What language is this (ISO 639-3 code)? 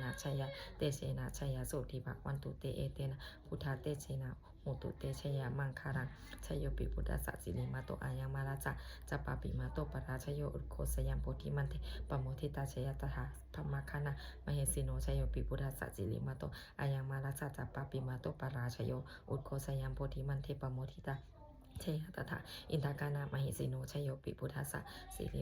pli